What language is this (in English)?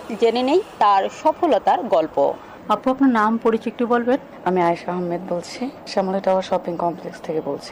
Bangla